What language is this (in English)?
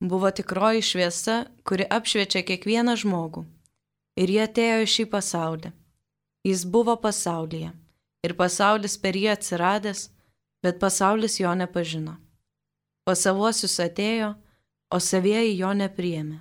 Lithuanian